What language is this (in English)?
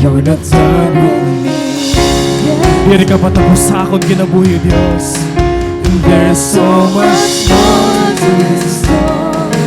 Waray